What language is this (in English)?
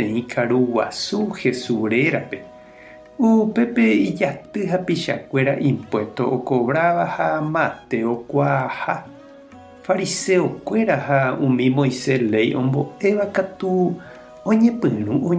Guarani